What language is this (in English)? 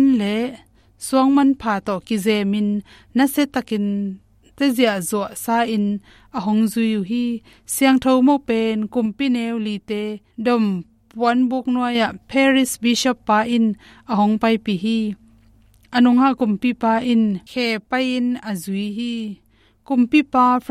Tedim Chin